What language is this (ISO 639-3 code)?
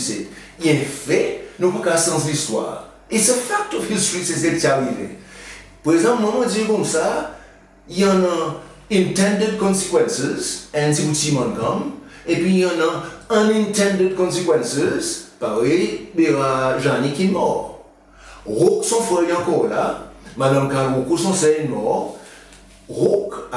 crs